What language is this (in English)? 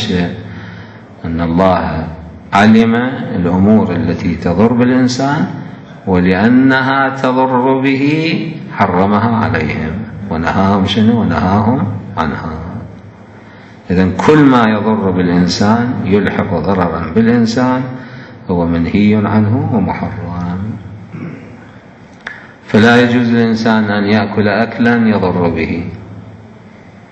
Arabic